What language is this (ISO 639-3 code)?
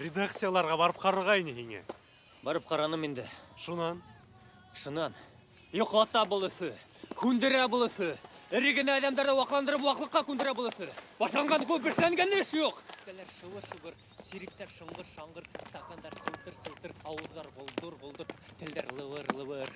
bak